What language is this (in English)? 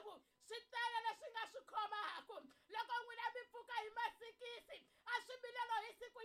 Tsonga